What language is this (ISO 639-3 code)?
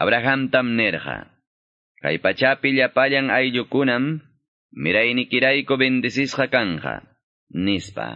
que